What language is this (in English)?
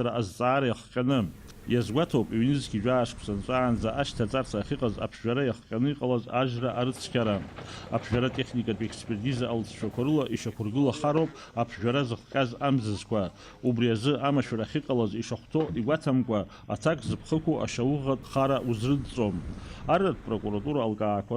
Abkhazian